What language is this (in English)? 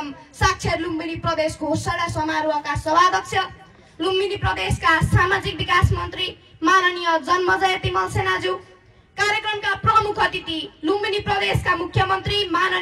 Nepali